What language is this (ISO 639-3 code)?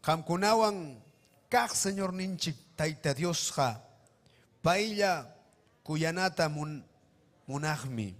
quy